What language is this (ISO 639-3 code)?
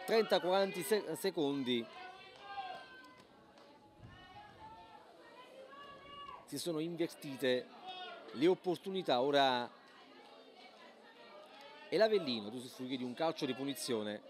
ita